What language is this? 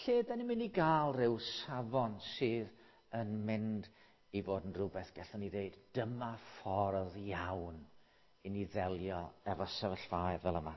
Welsh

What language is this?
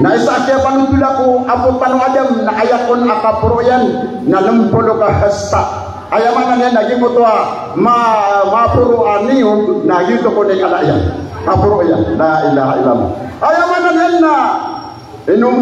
Maranao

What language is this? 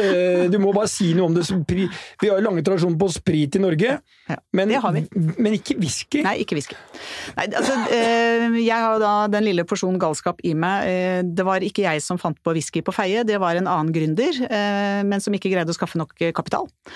Norwegian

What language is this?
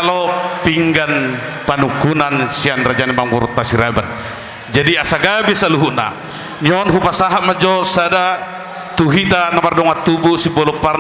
Batak Toba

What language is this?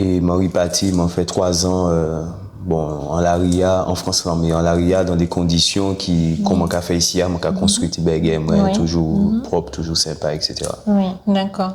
Guadeloupean Creole French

